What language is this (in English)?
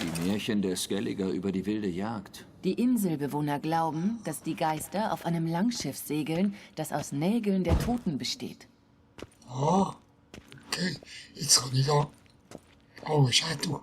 Swiss German